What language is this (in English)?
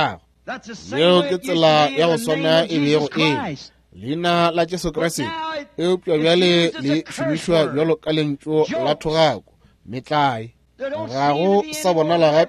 Northern Sotho